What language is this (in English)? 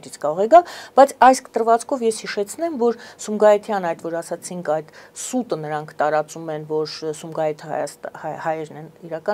Armenian